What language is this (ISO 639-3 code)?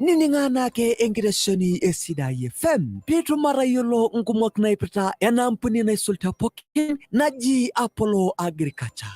mas